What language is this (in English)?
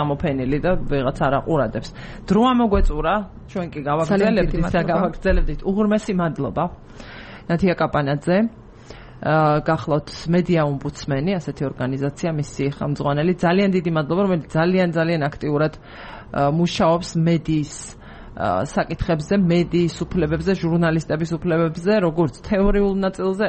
Georgian